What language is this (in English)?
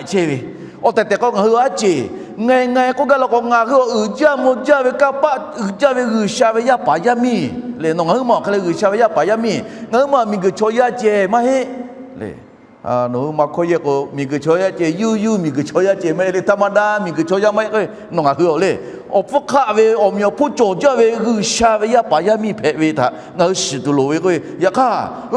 Lahu